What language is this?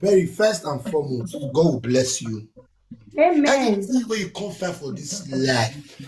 Nigerian Pidgin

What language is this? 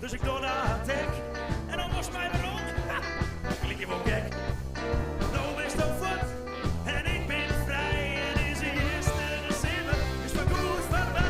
Western Frisian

